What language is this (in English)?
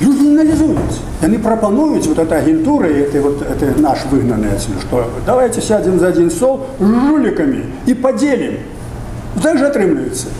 Belarusian